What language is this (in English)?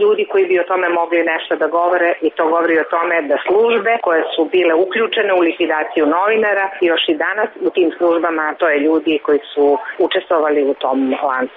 Serbian